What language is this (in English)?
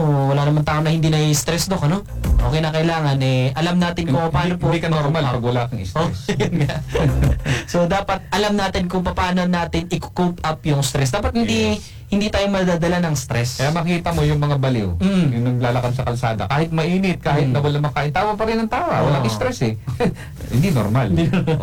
Filipino